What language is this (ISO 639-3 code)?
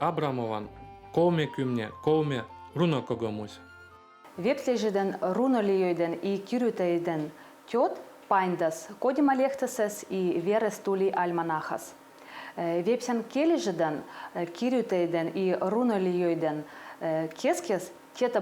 vep